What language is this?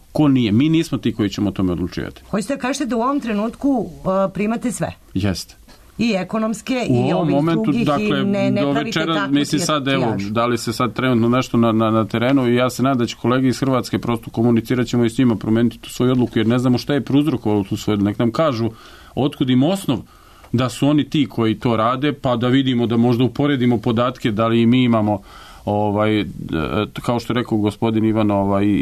Serbian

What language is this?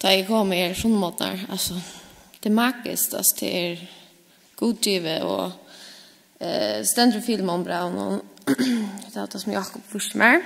Faroese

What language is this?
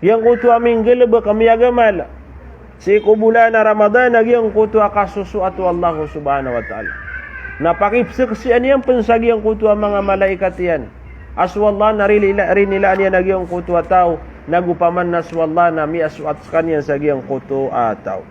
Maranao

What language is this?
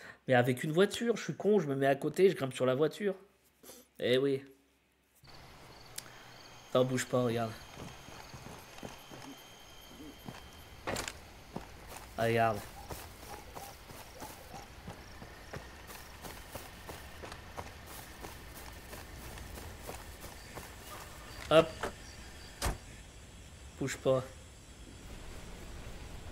French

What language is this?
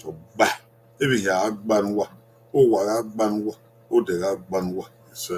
Bini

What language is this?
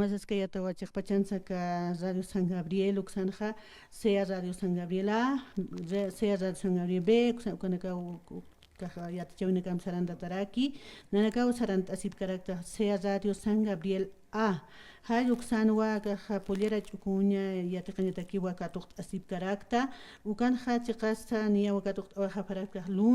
Aymara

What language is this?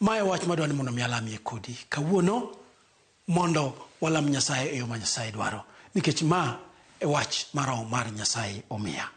Luo (Kenya and Tanzania)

